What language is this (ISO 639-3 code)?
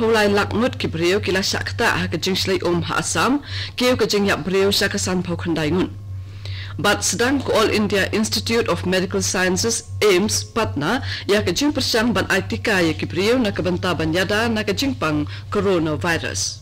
kha